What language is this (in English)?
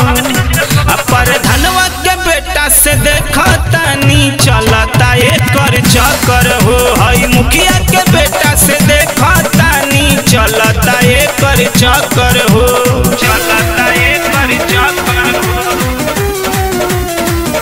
Bhojpuri